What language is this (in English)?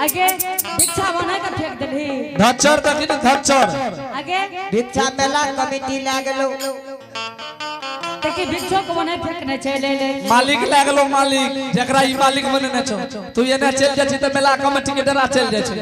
Angika